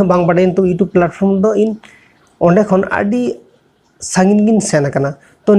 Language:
Santali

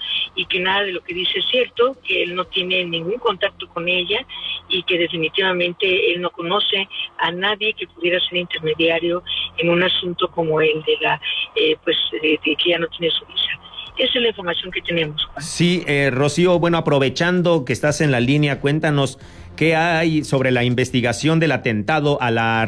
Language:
Spanish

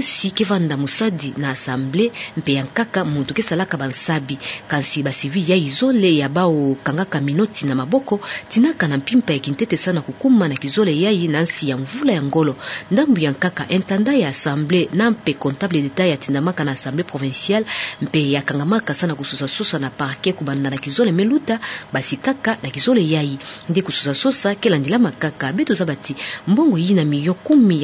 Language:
Kituba (Democratic Republic of Congo)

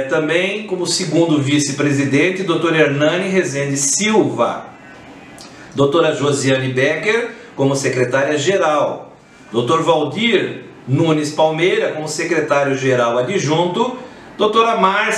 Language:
Portuguese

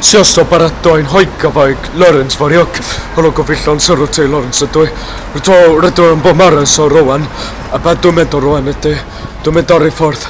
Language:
Welsh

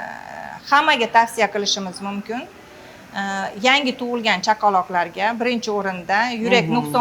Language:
Uzbek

